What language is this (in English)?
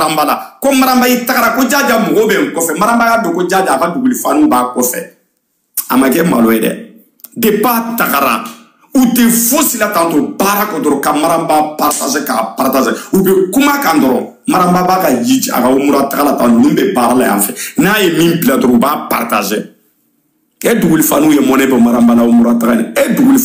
Bambara